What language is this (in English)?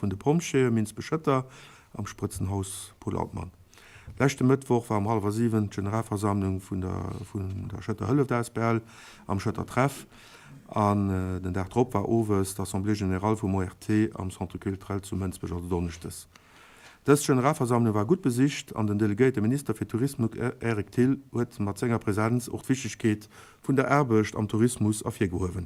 Luxembourgish